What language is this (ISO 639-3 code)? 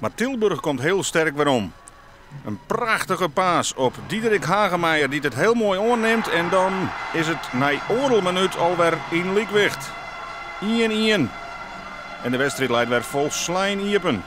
fry